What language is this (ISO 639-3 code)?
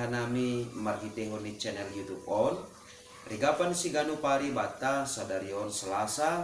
bts